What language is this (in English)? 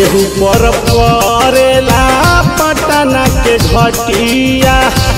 Bhojpuri